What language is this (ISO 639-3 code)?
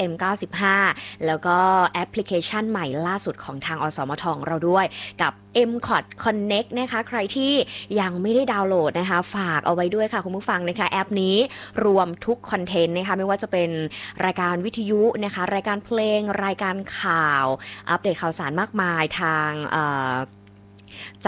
tha